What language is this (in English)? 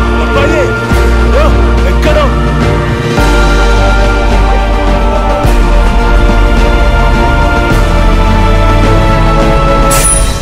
Malayalam